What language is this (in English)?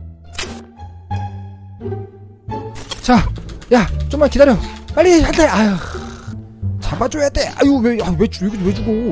Korean